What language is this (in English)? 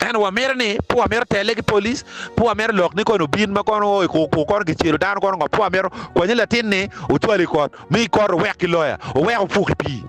Acoli